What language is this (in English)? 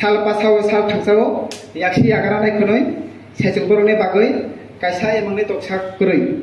Kok Borok